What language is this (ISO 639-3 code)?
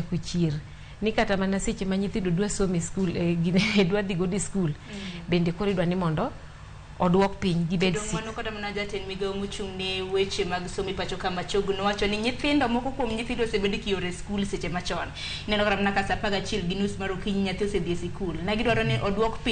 luo